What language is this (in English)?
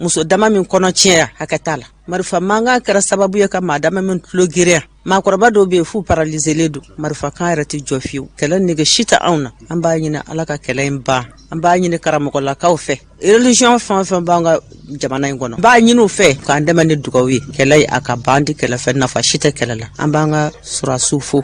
Bambara